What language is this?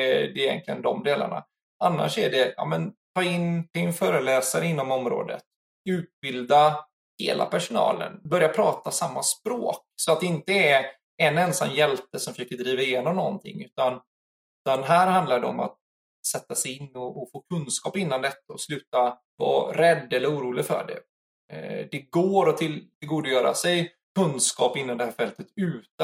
Swedish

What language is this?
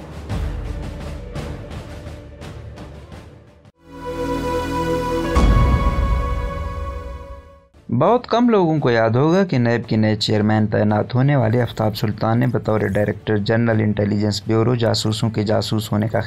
Urdu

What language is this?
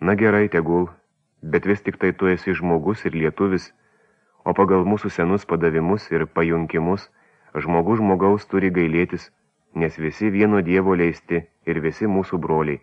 Lithuanian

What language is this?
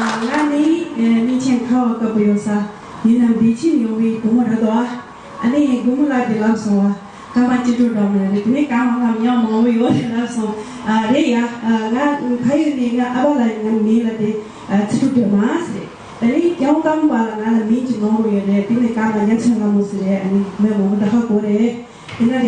Tibetan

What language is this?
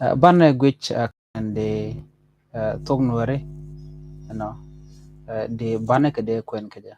Nuer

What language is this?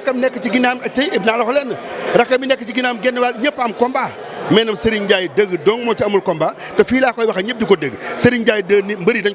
Wolof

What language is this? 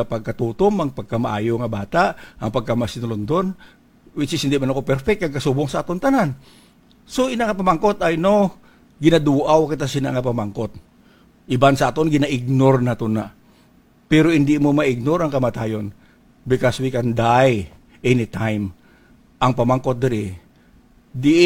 Hiligaynon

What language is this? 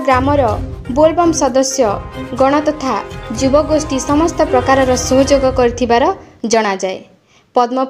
Odia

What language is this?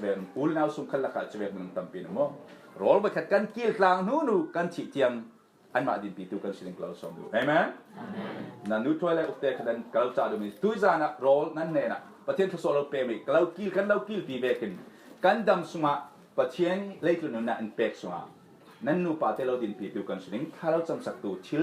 Falam Chin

